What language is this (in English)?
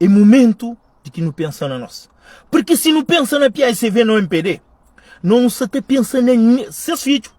Kabuverdianu